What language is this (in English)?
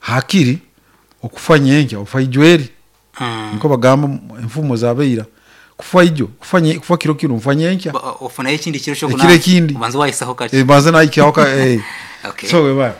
Nyankole